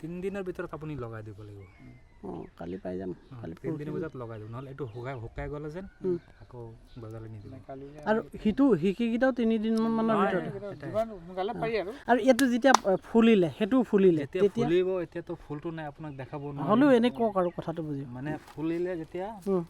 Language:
Assamese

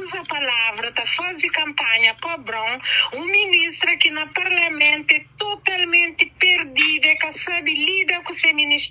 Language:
Kabuverdianu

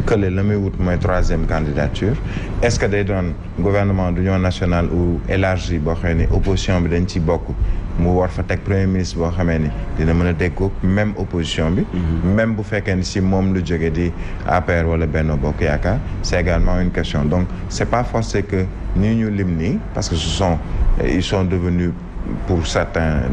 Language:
Wolof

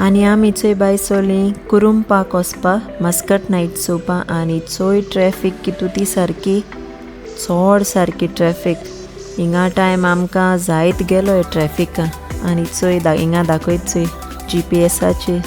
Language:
Konkani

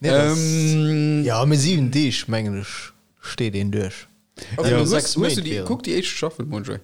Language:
Luxembourgish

